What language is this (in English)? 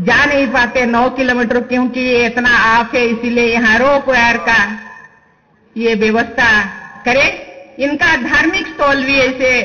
Santali